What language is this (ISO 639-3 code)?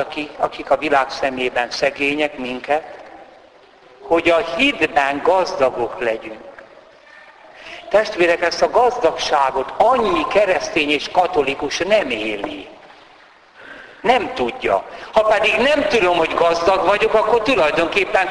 hun